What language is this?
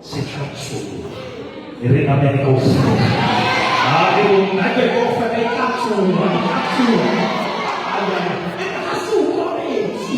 Southern Sotho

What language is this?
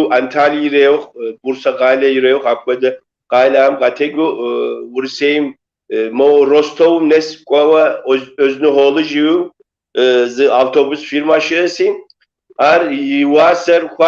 Kabardian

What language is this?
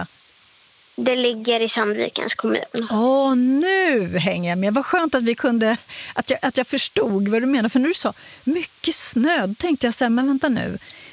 Swedish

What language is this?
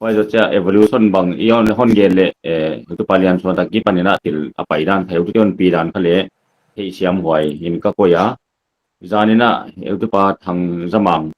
Paite Chin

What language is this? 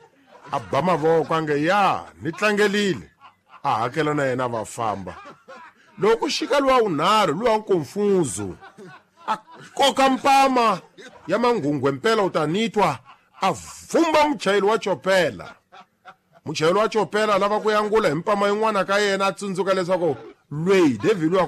Tsonga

